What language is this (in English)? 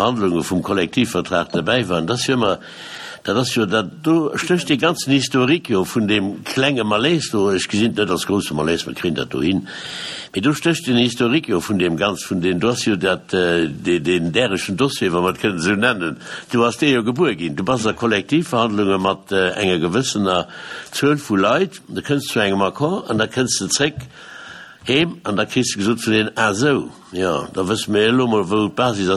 Luxembourgish